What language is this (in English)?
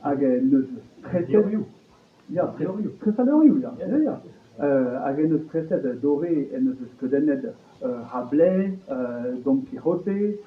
Breton